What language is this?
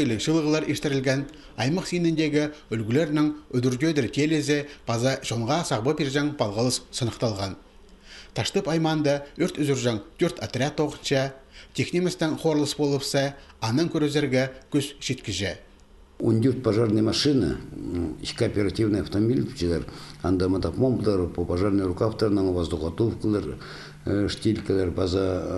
Khakas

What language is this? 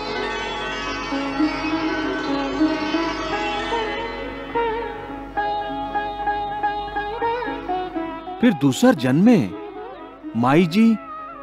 Bhojpuri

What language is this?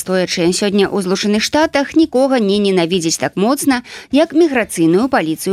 Belarusian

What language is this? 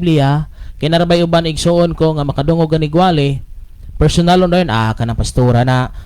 Cebuano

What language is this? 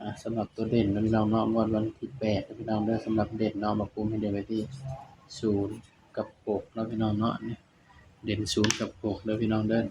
Northeastern Thai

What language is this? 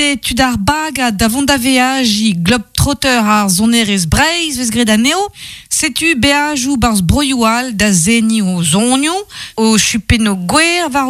Breton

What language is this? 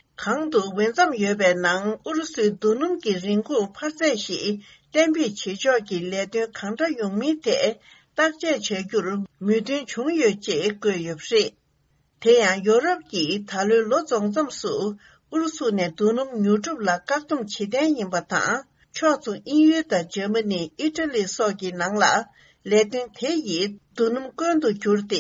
Tibetan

